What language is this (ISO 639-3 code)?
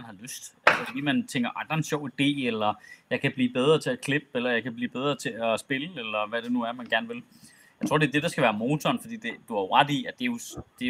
dan